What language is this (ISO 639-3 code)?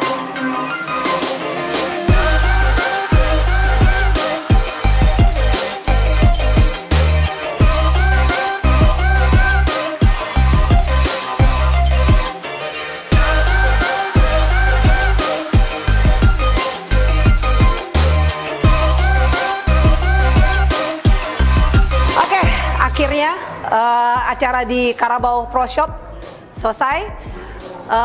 ind